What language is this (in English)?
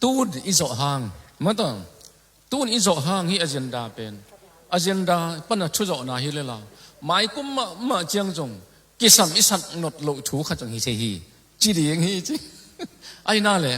Tedim Chin